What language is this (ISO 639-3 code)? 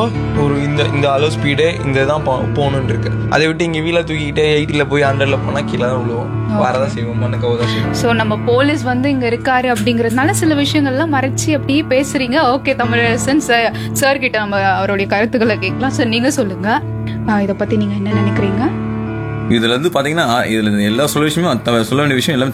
tam